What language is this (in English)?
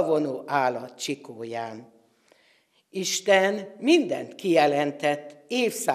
Hungarian